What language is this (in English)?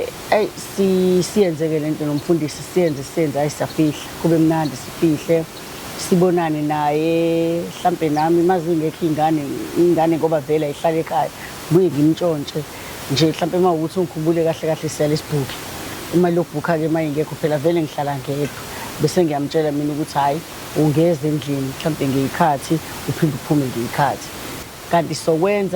Zulu